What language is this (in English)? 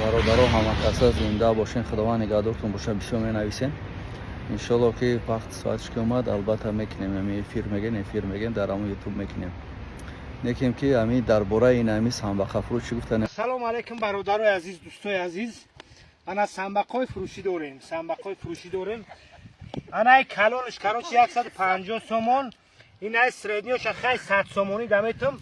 Tajik